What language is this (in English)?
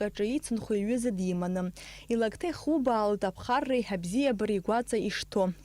Abkhazian